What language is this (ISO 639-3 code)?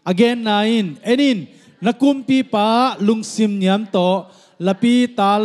ctd